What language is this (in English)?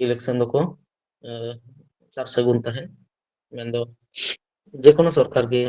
Santali